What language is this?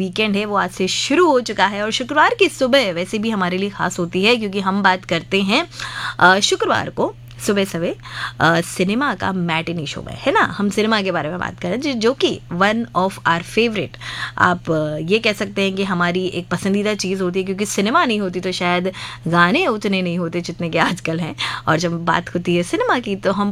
Hindi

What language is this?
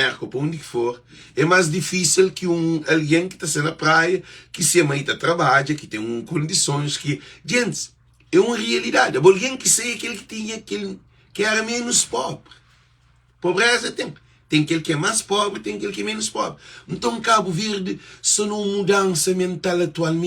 Kabuverdianu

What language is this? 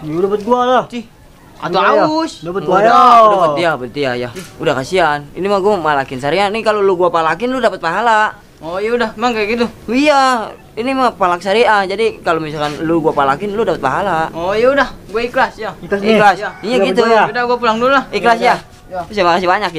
Betawi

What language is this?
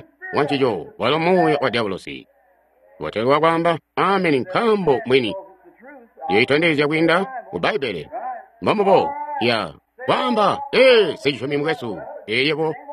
Tonga (Zambia)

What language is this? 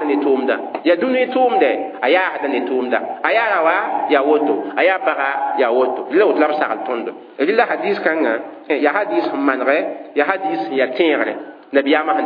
Mossi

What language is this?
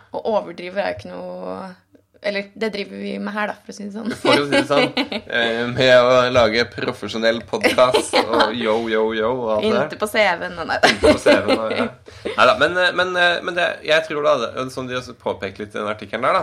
Norwegian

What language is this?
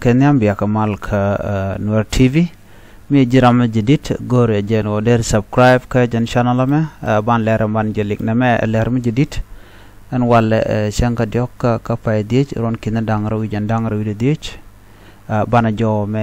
Nuer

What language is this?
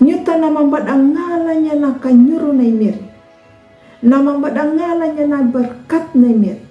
Anakalangu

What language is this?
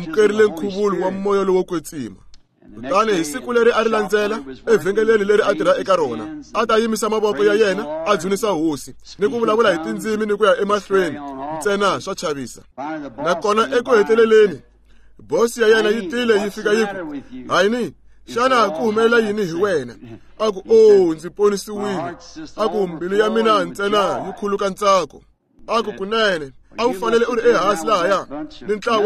Tsonga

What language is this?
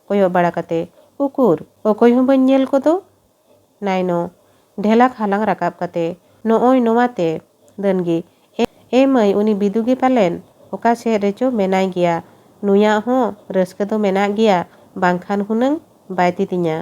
Santali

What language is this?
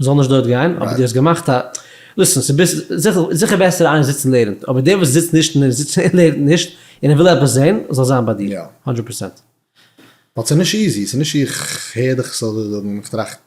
Yiddish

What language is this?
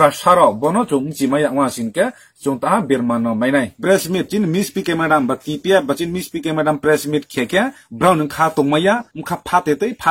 Riang (India)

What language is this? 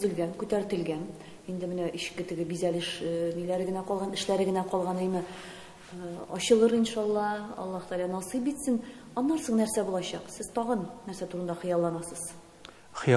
Tatar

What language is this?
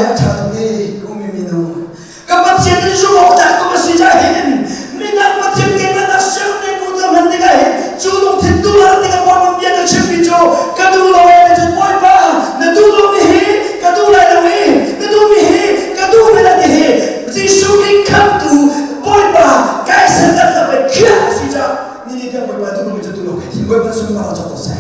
Hakha Chin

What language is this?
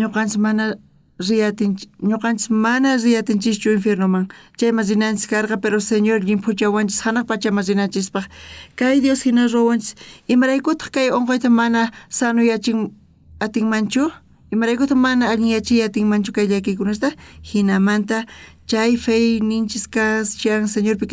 South Bolivian Quechua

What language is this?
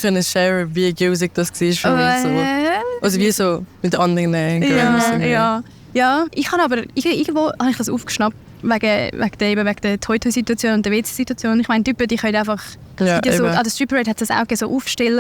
Swiss German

